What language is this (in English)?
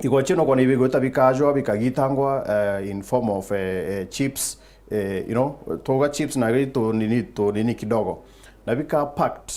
Meru